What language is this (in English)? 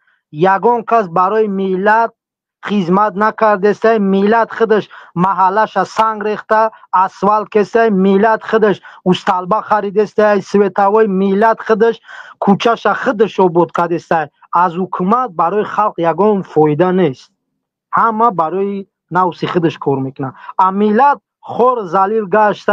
Tajik